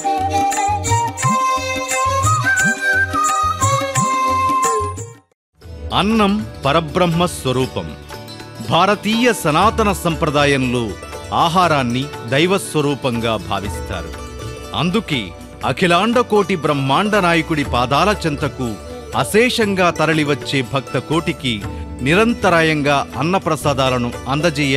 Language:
Telugu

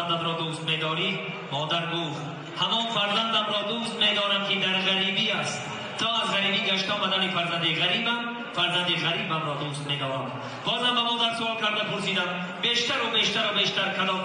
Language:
Tajik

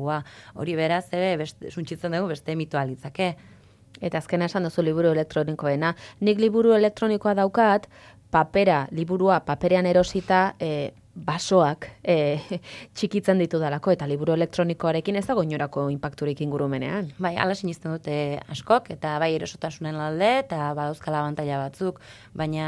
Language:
Basque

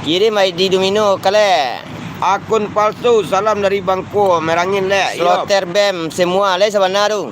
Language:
Minangkabau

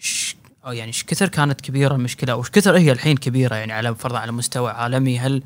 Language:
Gulf Arabic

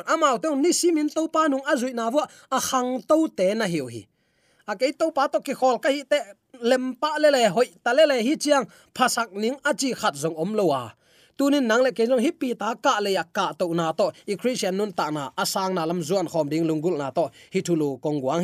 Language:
Tedim Chin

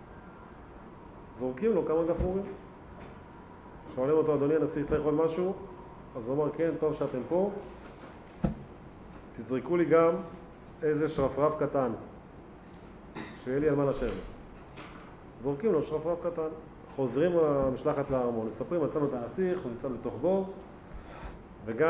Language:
Hebrew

